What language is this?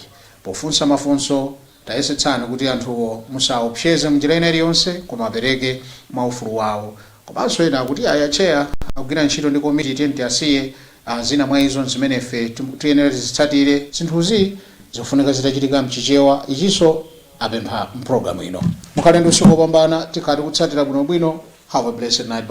Nyanja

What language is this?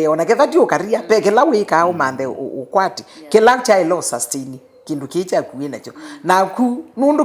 Kamba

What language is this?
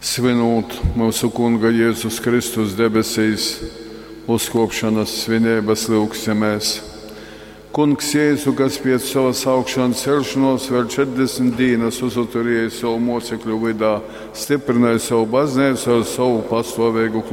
Latgalian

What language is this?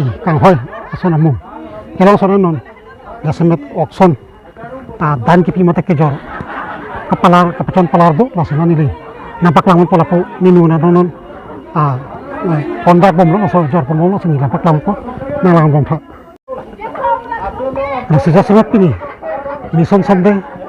Karbi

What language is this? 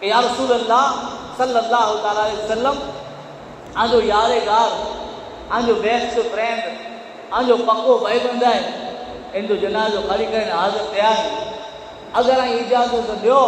Kachhi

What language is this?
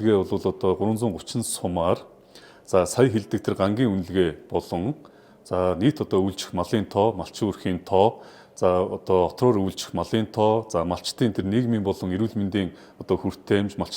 Mongolian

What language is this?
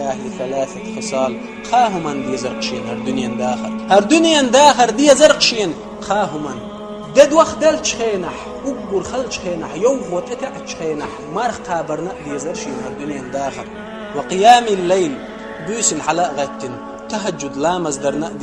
Chechen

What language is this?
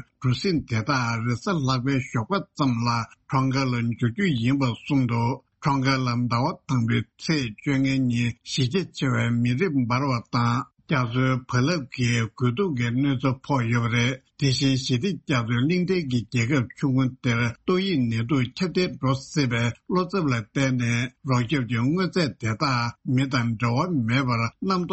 Tibetan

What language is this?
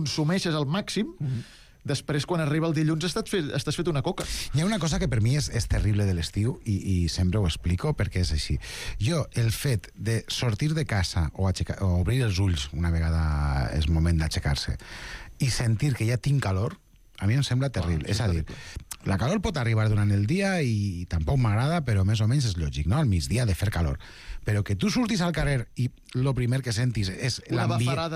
Catalan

